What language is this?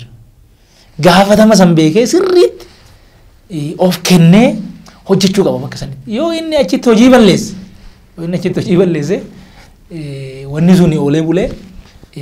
Oromo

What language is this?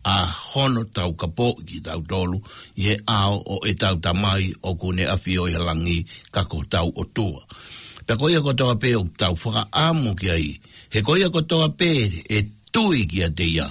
Tongan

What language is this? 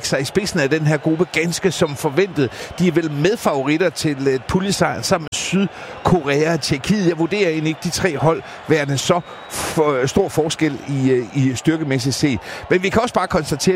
Danish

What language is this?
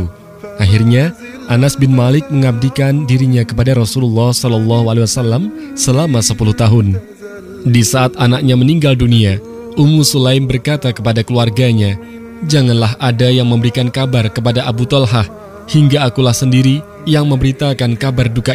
Indonesian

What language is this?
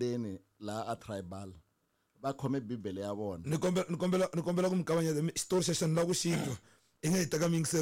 Tsonga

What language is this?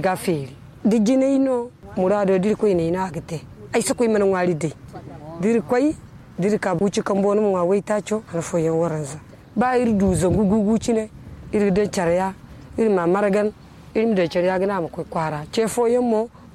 Zarma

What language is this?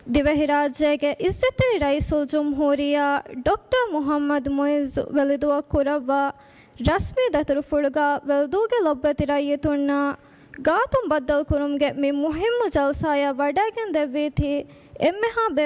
Divehi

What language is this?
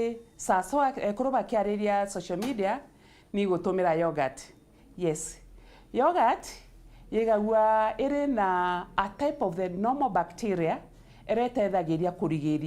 Meru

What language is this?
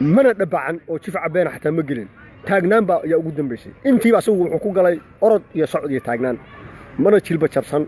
Somali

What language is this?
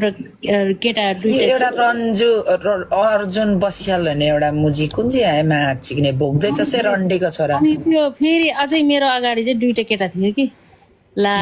Nepali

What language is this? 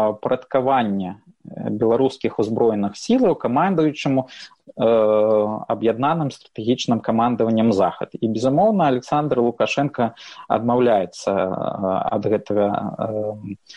Belarusian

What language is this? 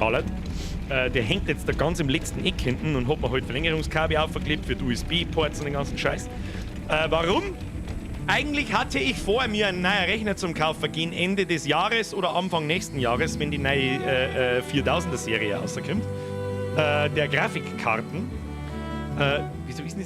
Bavarian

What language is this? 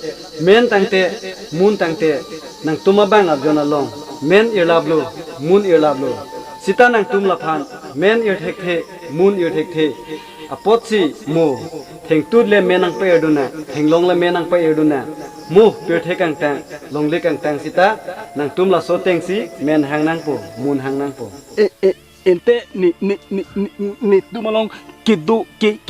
Karbi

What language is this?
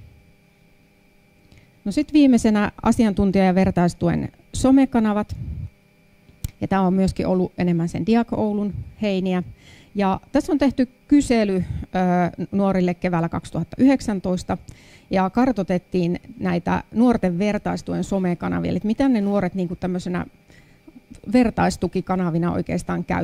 Finnish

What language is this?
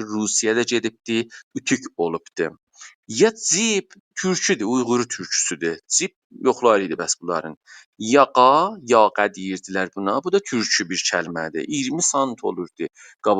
South Azerbaijani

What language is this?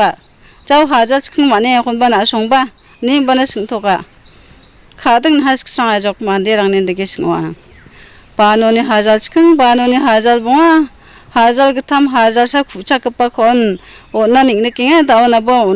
Garo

